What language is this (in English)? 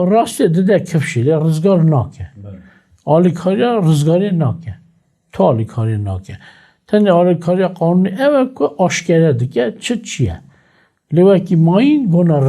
Kurdish